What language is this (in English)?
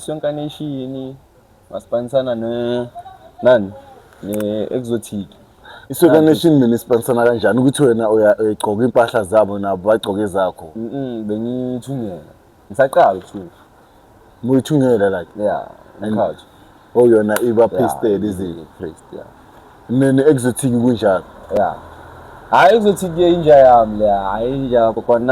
Zulu